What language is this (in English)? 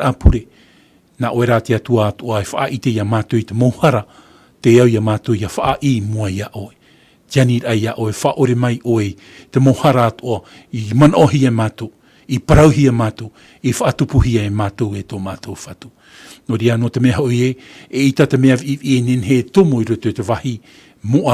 Tahitian